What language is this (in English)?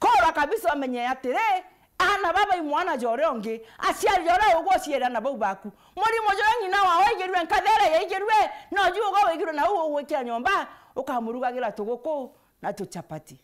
Meru